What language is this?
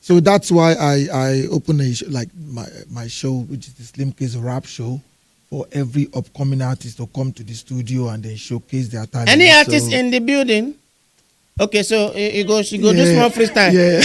Nigerian Pidgin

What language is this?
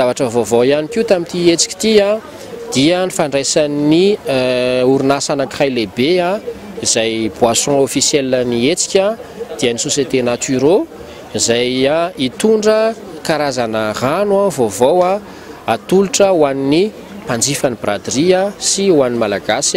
Malagasy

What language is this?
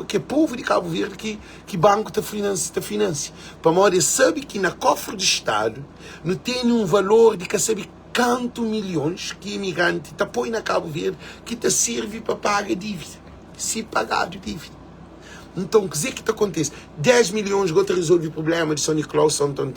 Kabuverdianu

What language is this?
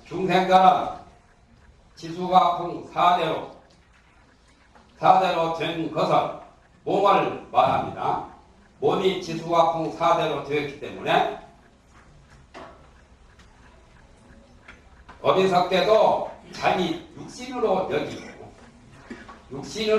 Korean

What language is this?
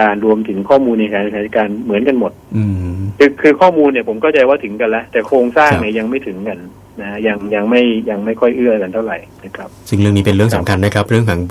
Thai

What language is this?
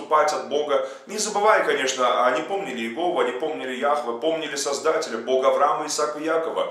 Russian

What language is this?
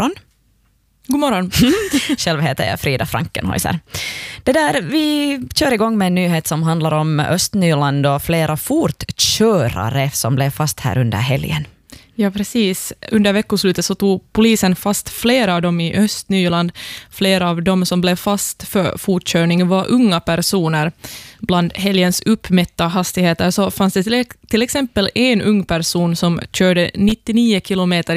Swedish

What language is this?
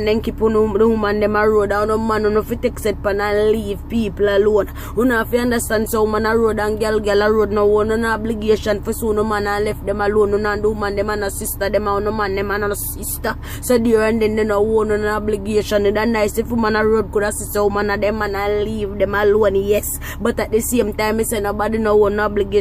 Jamaican Creole English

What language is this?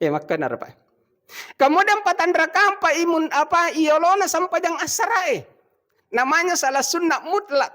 Buginese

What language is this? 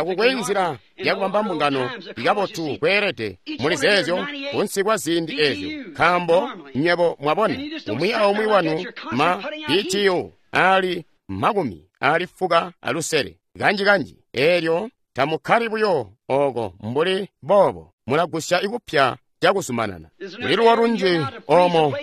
Tonga (Zambia)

